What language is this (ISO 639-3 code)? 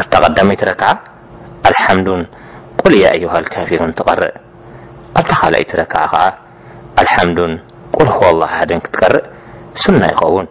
tir